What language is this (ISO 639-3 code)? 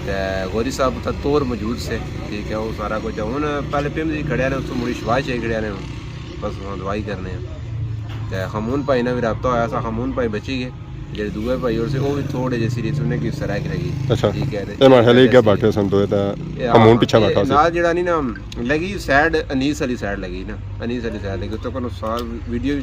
phr